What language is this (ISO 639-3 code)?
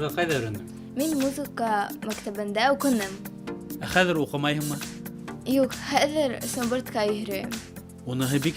bak